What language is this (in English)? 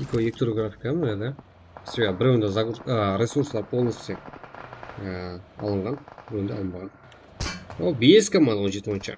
Kara-Kalpak